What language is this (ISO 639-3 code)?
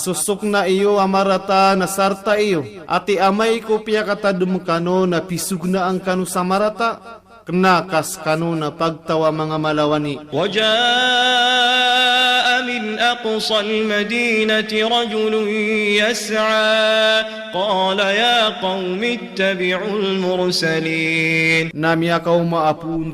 mrw